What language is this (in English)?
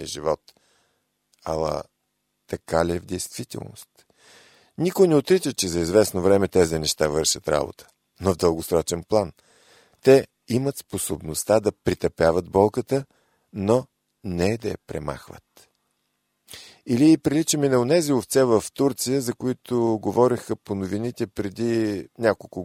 Bulgarian